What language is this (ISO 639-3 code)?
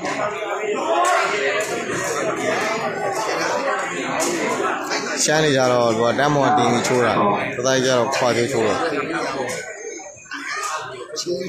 mya